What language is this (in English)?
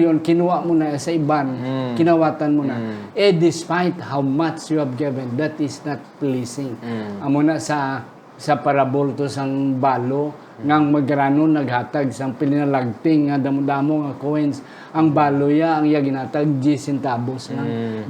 Hiligaynon